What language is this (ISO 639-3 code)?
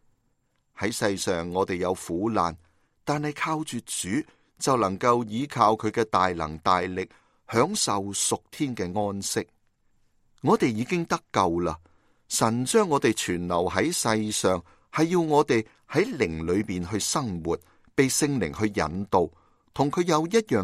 yue